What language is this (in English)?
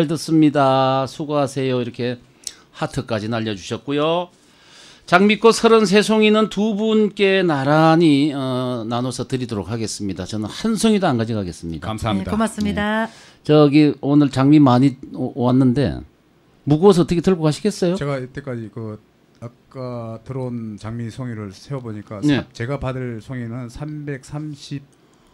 Korean